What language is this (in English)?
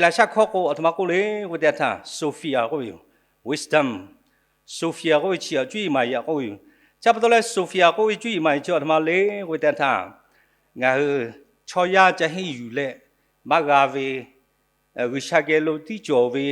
Lahu